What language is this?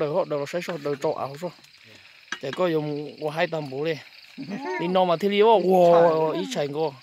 Hmong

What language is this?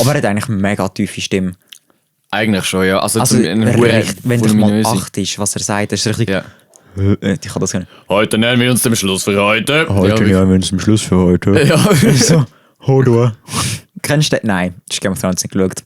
Swiss German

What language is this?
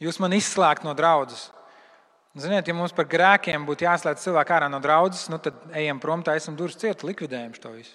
Latvian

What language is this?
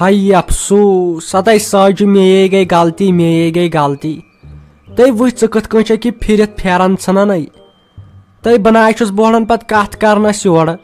Kashmiri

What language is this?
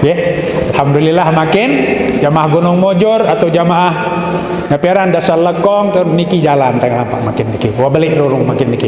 Sasak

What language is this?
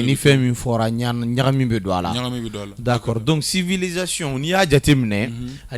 Bambara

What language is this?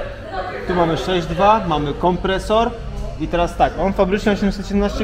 Polish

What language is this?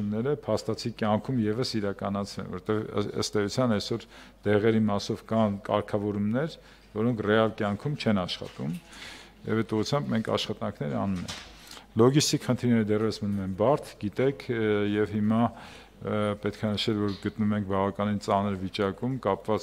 Armenian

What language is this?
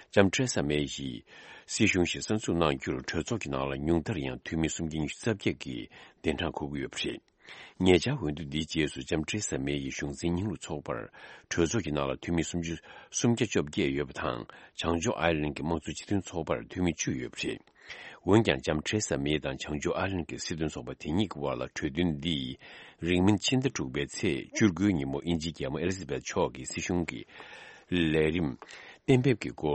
Tibetan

